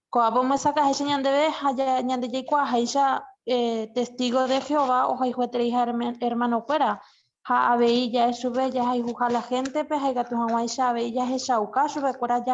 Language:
Guarani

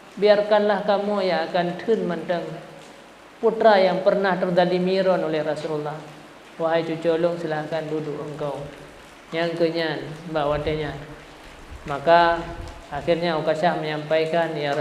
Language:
Achinese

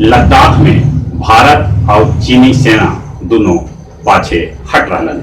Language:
Magahi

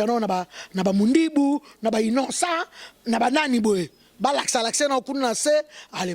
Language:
Lingala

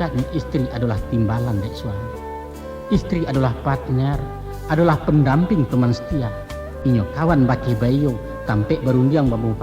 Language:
Minangkabau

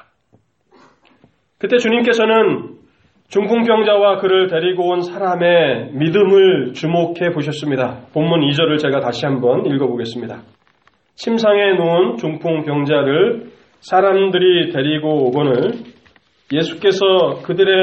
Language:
Korean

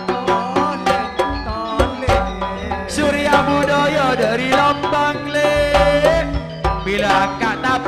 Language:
Madurese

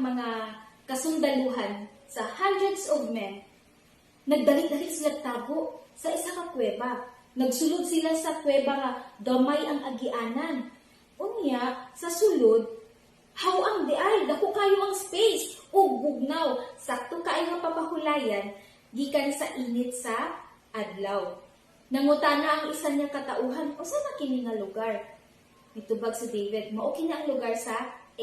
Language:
Cebuano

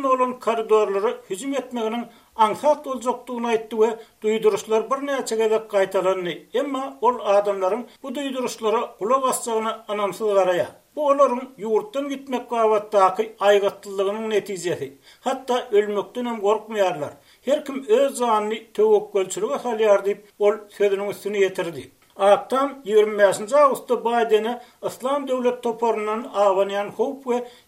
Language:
Turkmen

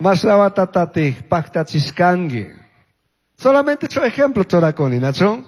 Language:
Chimborazo Highland Quichua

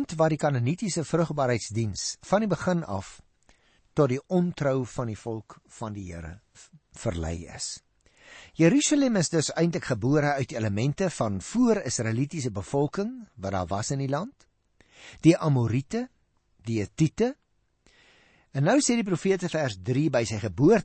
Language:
Afrikaans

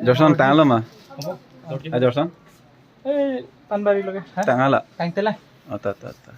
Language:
Karbi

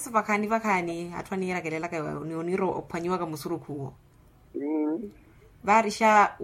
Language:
Makhuwa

